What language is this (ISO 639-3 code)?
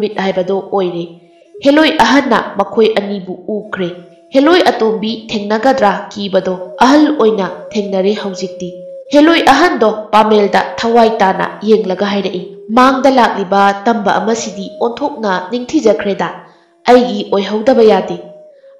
mni